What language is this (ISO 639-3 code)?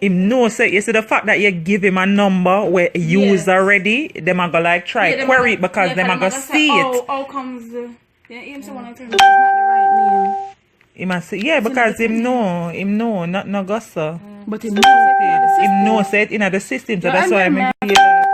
jam